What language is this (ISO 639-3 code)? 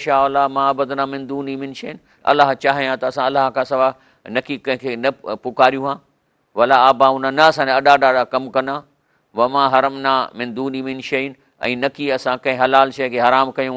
snd